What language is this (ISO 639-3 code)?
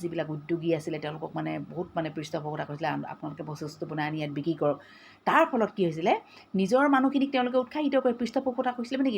asm